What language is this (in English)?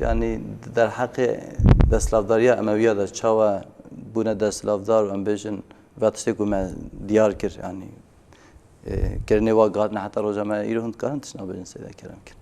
Kurdish